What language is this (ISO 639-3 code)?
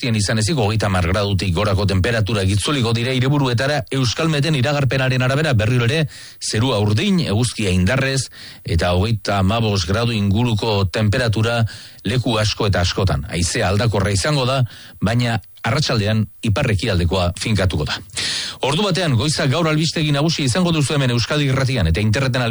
eus